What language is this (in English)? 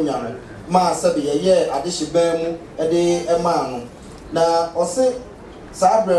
Akan